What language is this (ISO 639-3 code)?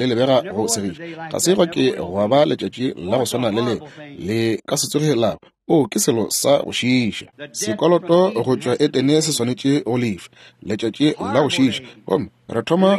nso